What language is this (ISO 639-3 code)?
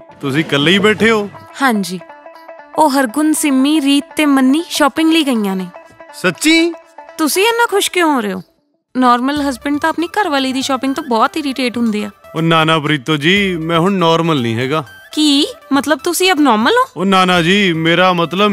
pan